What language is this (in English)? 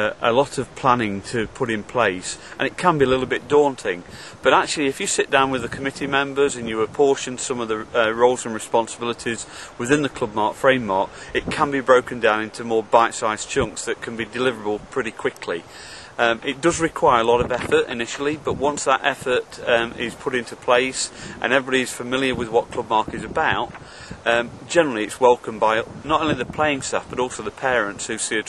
English